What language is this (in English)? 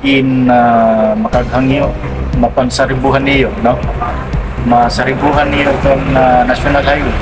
Waray